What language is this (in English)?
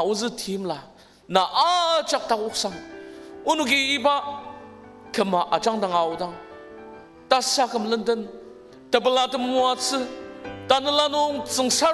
Ao Naga